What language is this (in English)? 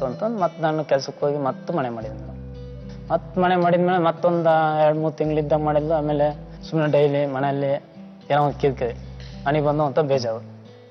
Kannada